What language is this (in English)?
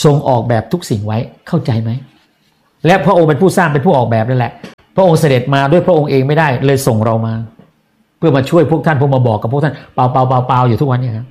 Thai